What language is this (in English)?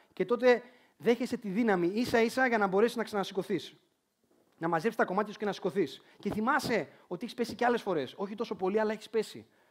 Greek